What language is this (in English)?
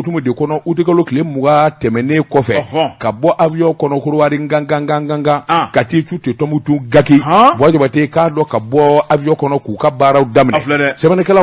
Bambara